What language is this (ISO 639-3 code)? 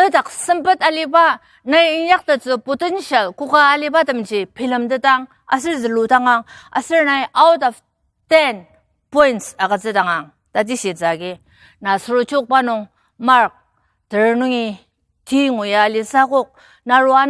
njo